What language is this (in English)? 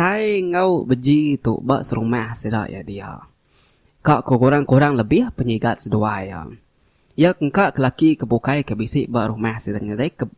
Iban